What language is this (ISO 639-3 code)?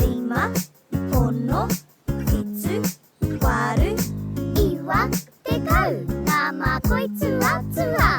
mri